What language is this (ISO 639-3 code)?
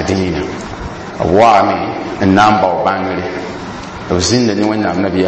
mos